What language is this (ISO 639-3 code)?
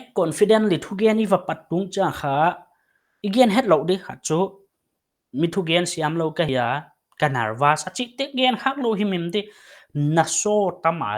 pck